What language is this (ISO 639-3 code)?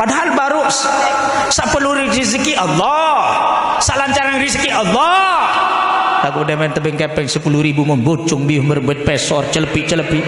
sas